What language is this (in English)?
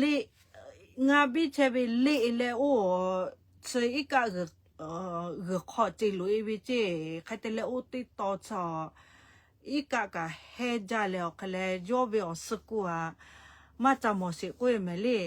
Lahu